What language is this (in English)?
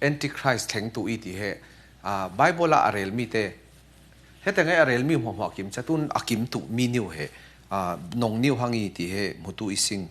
Falam Chin